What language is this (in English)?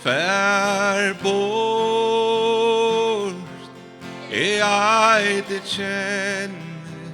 Faroese